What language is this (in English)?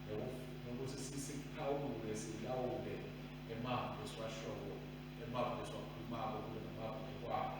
Swati